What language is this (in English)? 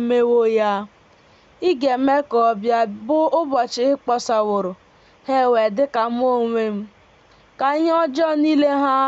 Igbo